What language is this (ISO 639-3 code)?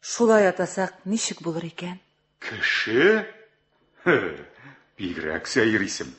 tat